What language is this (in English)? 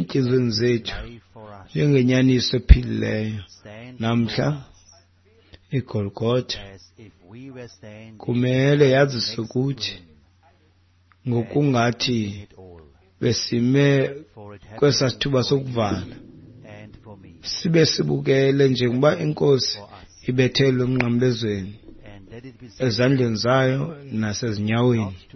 Xhosa